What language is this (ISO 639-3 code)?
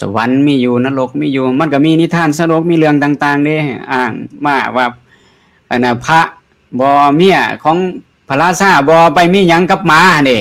lao